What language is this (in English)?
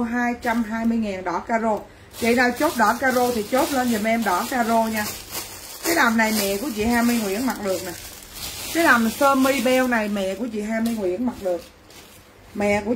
Vietnamese